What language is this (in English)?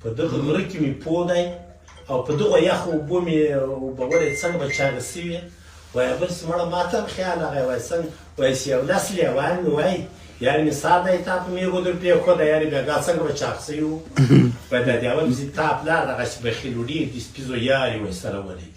Pashto